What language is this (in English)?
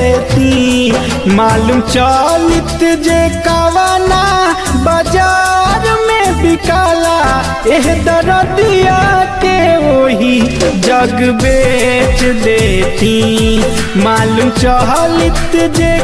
Bhojpuri